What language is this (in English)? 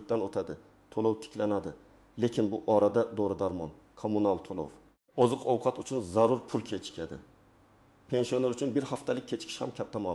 Uzbek